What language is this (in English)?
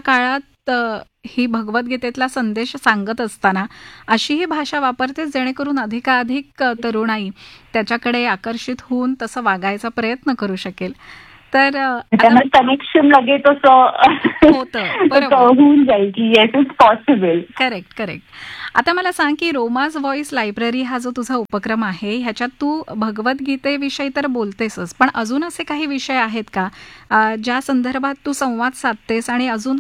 Marathi